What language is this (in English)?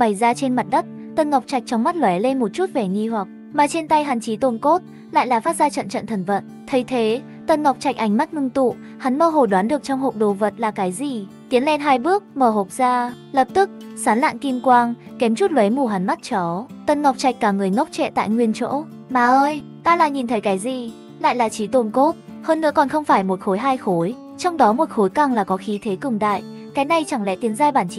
Vietnamese